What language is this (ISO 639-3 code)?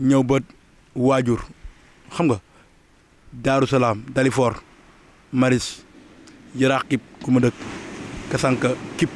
wol